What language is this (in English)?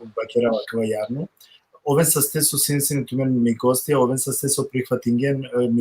Balkan Romani